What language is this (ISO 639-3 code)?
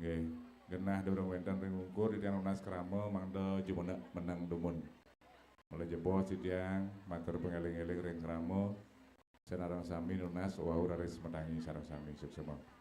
ban